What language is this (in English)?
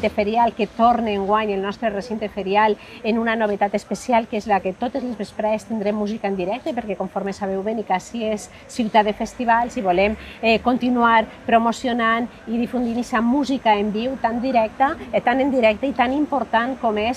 Catalan